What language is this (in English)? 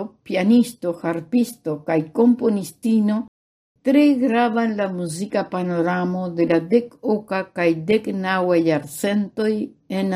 Esperanto